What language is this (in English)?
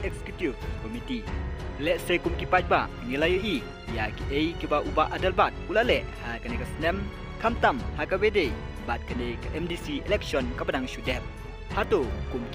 Khasi